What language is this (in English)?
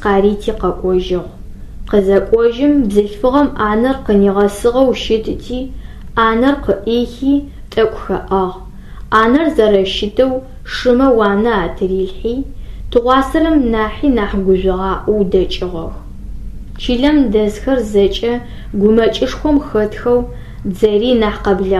Adyghe